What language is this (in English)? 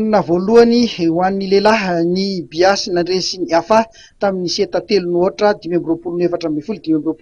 Malagasy